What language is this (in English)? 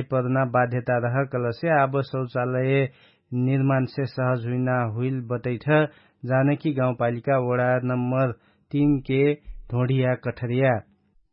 Dangaura Tharu